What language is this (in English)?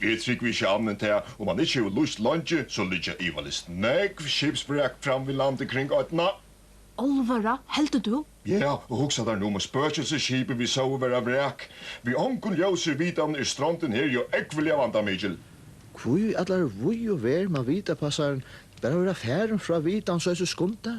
Faroese